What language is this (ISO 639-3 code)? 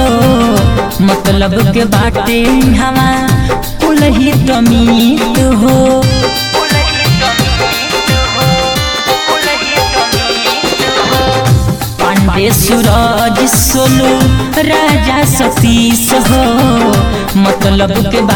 bho